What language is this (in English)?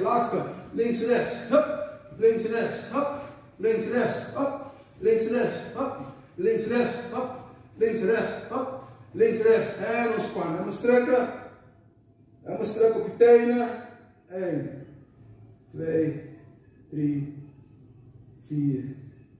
Dutch